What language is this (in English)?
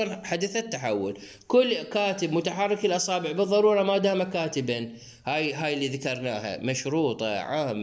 Mesopotamian Arabic